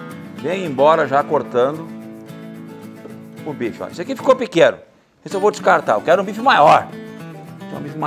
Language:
Portuguese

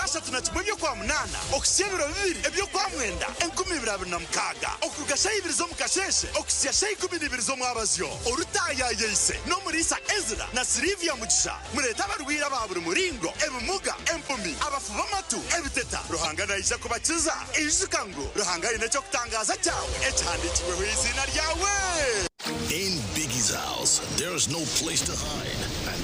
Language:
Nyankole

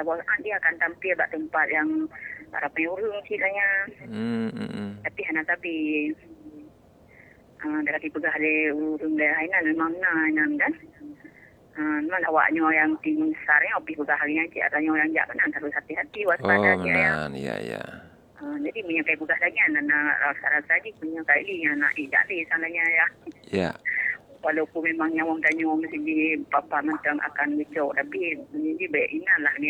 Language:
Malay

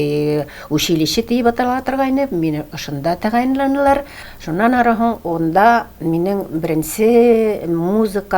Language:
Tatar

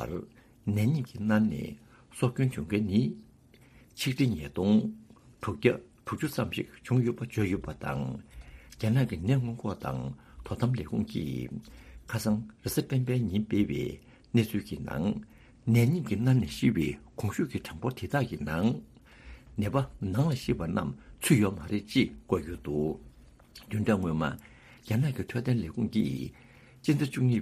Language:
Tibetan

